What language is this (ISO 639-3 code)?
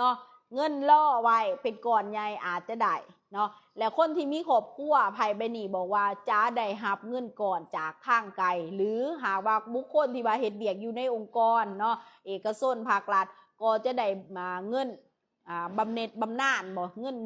lao